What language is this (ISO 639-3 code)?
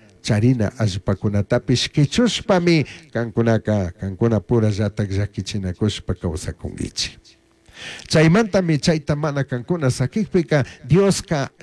qug